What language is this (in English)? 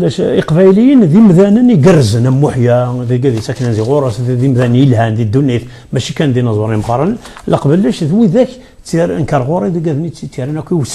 Kabyle